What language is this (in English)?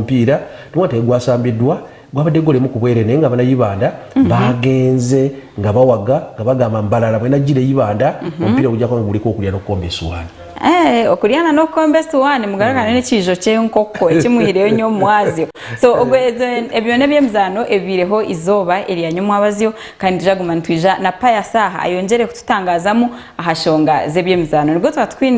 Nyankole